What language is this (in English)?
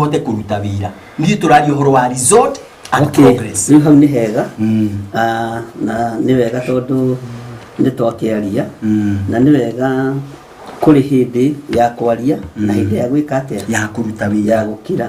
Kikuyu